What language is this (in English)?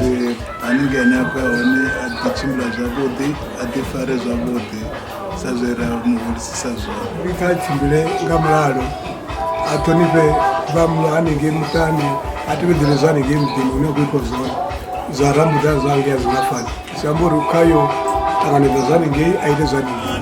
Venda